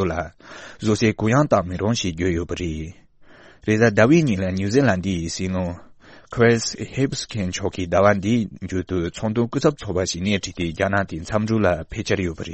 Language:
Tibetan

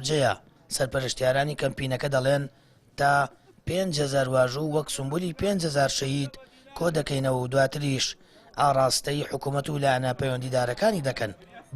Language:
Central Kurdish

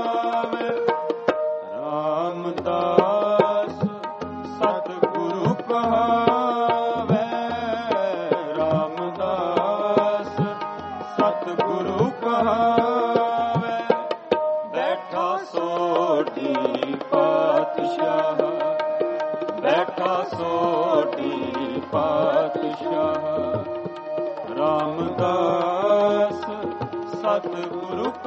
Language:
Punjabi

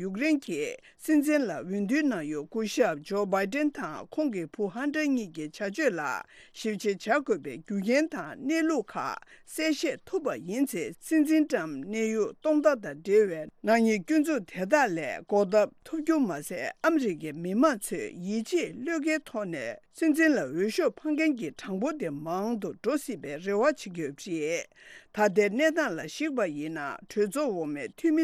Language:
Tibetan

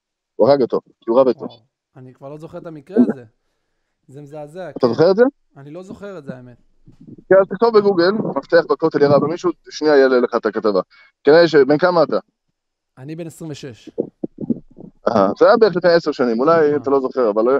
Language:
Hebrew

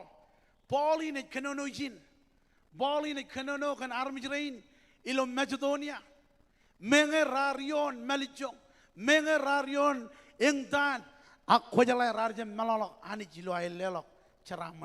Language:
Marshallese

